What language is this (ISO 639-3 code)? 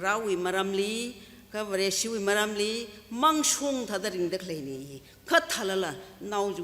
nmf